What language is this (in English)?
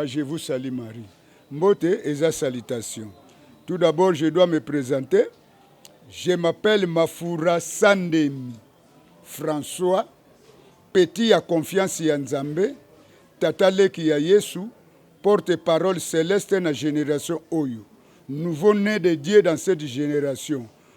Lingala